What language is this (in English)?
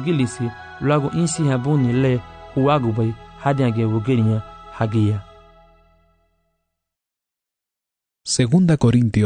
Garifuna